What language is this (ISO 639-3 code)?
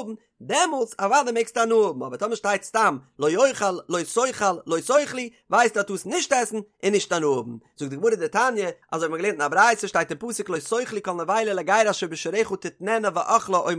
yid